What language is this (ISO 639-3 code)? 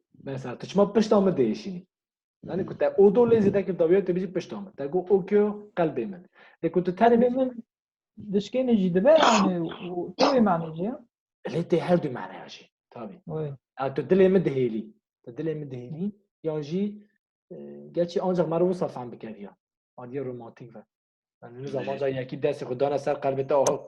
kur